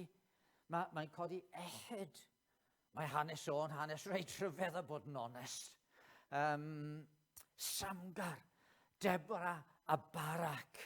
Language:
Welsh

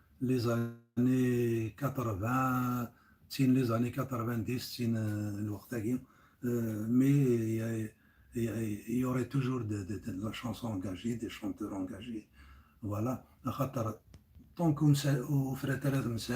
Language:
Kabyle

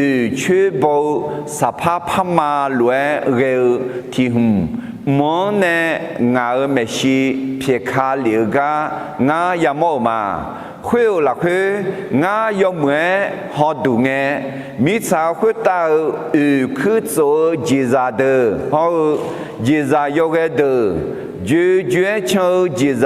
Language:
Akha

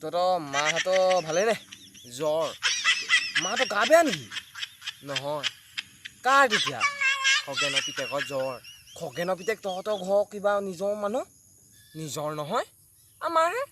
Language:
Assamese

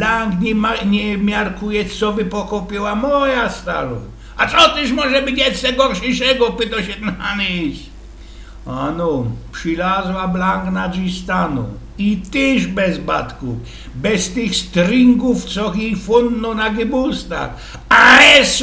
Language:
Silesian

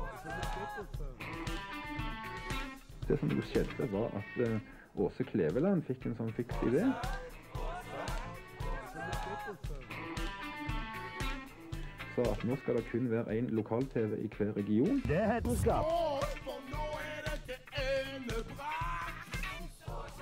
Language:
Norwegian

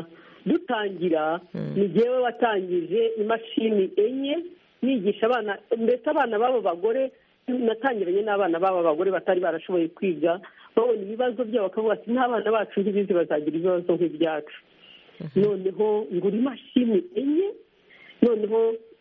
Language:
Kinyarwanda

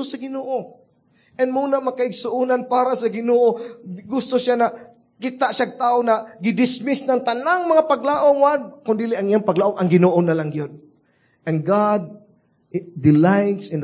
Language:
Cebuano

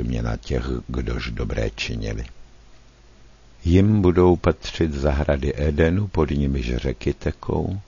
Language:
Czech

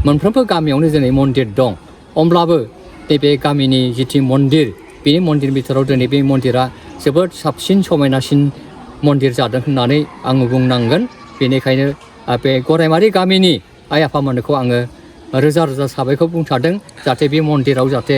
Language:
Bodo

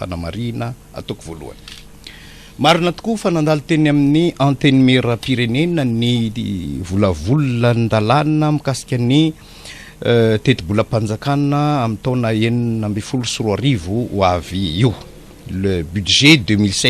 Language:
Malagasy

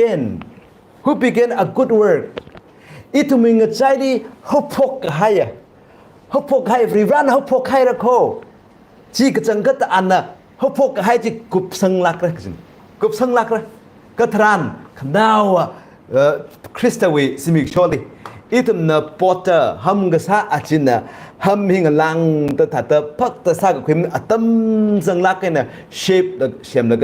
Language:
Tangkhul Naga (India)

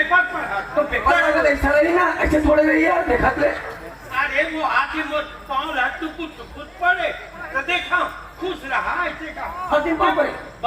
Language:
Chhattisgarhi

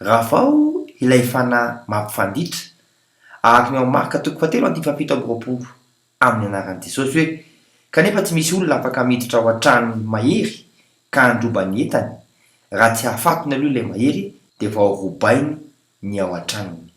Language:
Malagasy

